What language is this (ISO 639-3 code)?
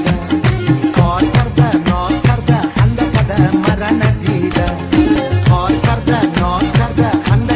fas